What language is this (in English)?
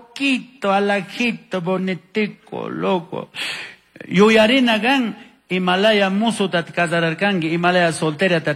Chimborazo Highland Quichua